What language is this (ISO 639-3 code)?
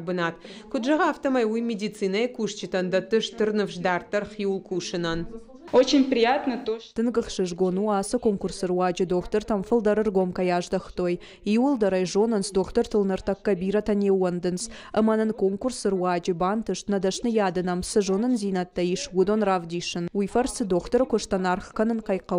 oss